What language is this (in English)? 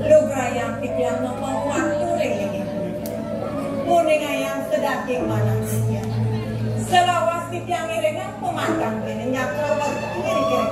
Balinese